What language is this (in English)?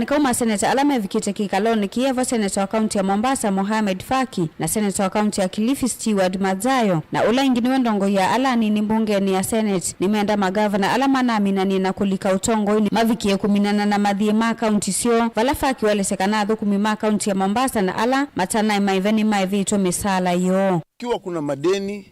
Kamba